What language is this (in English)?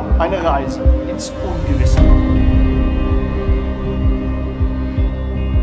German